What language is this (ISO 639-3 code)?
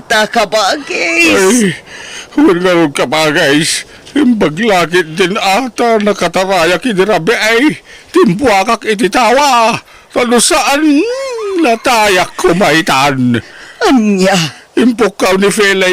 ilo